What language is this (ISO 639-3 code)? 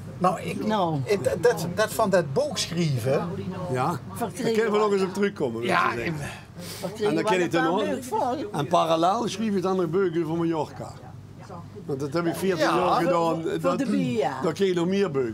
lim